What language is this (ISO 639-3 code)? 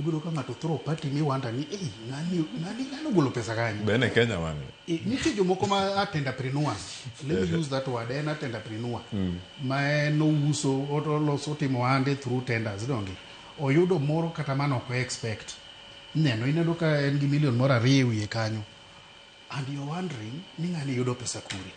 luo